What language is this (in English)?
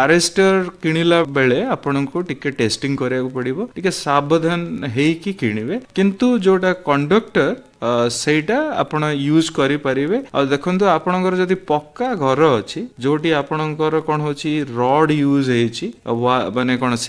Odia